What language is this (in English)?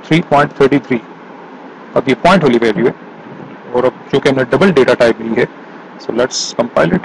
Hindi